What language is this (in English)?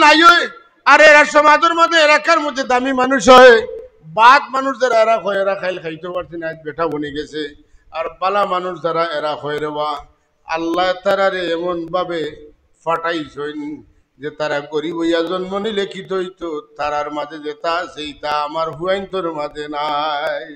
Sylheti